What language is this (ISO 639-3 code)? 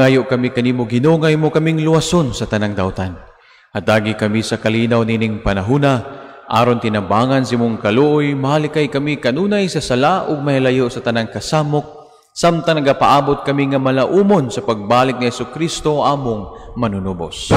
ceb